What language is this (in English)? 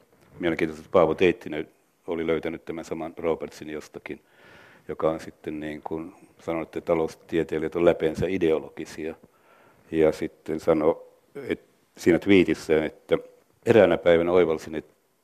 Finnish